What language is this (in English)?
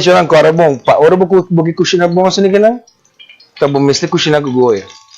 Papiamento